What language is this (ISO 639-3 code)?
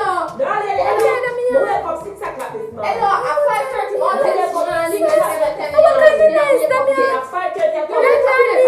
jam